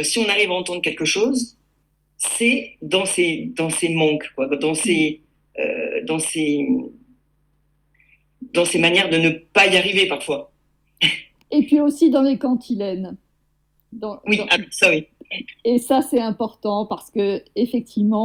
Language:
French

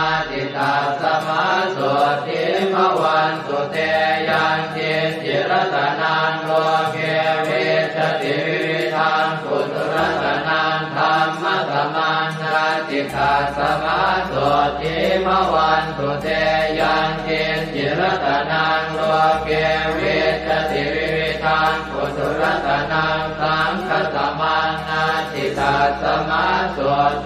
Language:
Pali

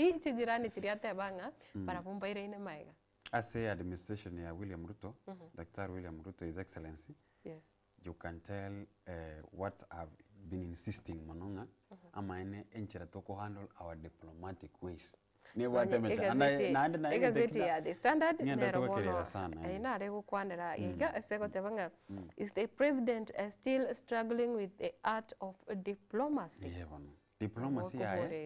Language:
Gusii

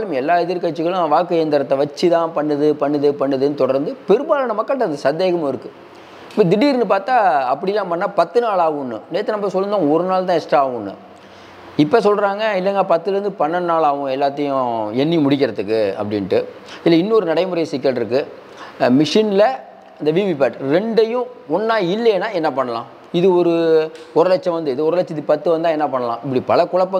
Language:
Tamil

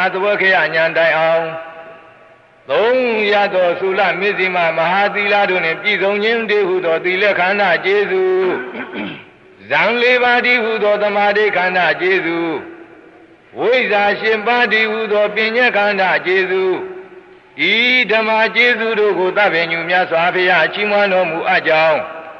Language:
Burmese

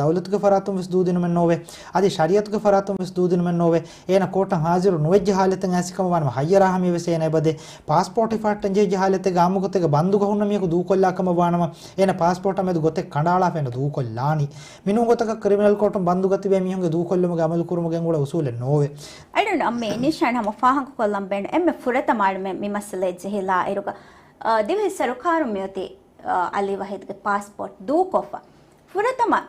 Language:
Divehi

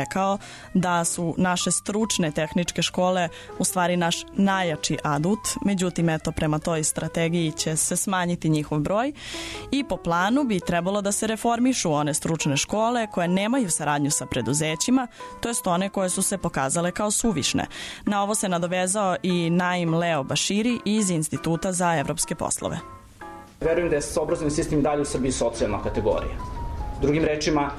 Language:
Serbian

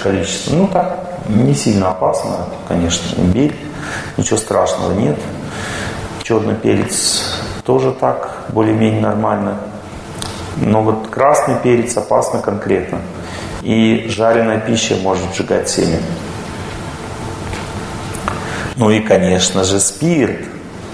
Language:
Russian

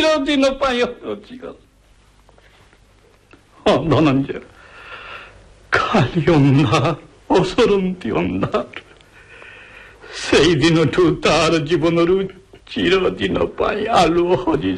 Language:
Odia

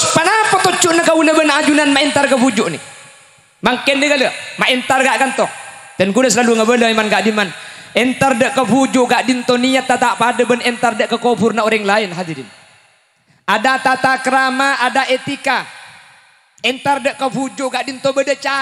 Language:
Madurese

